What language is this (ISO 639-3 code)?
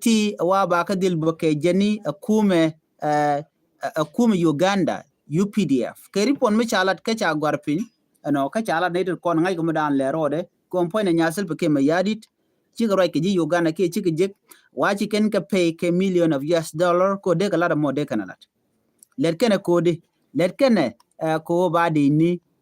nus